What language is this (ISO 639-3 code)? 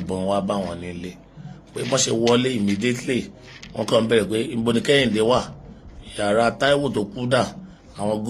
yor